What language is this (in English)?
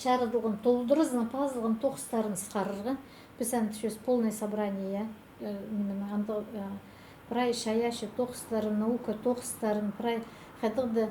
Khakas